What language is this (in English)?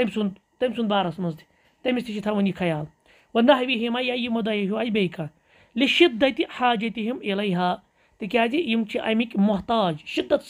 Kashmiri